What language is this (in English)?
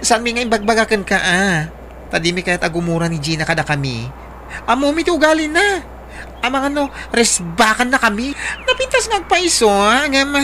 Iloko